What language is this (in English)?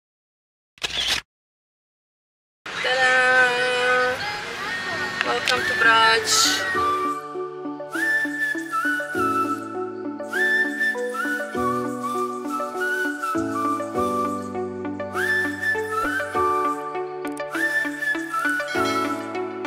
Croatian